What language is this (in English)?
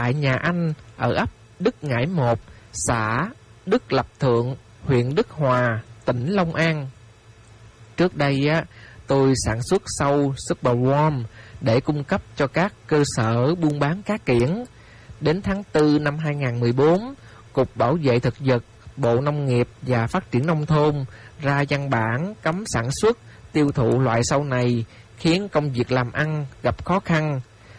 Vietnamese